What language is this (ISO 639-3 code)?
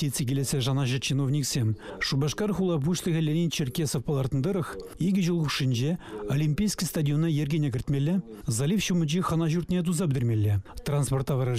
chv